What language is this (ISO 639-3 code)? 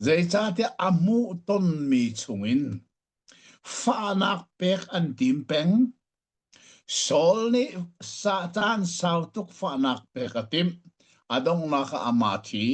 cnh